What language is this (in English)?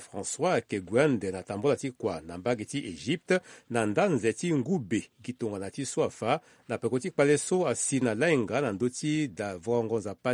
Sango